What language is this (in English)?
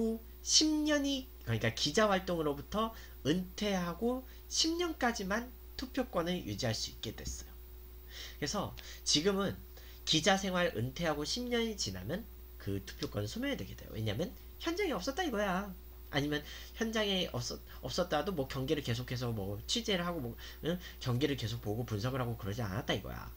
Korean